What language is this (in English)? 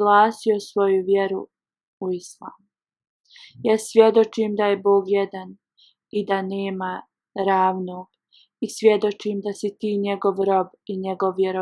Bosnian